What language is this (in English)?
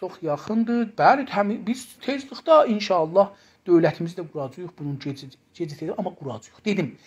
South Azerbaijani